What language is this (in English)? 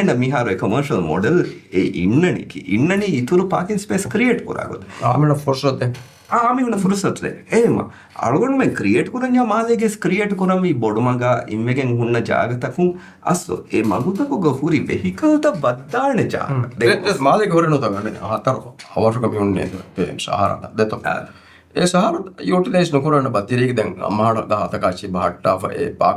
Divehi